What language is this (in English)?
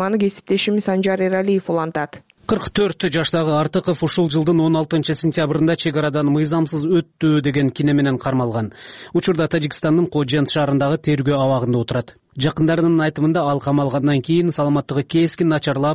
Kyrgyz